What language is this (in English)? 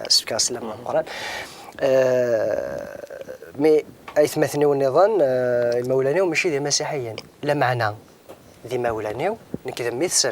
Kabyle